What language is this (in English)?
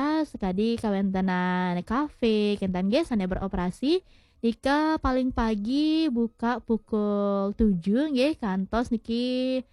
Balinese